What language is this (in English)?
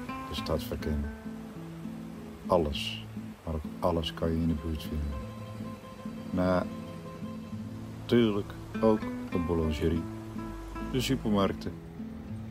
Dutch